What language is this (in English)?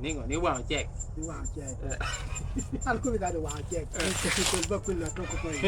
Lango (Uganda)